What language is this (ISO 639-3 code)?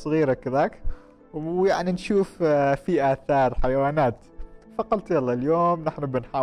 afb